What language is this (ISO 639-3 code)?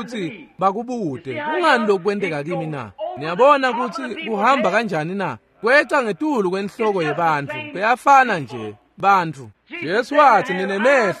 ssw